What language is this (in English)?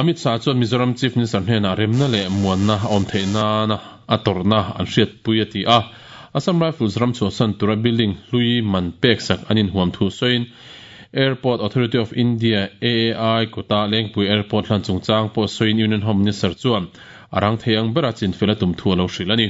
Mizo